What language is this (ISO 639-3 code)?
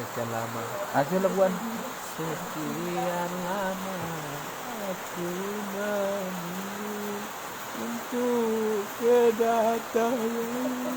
min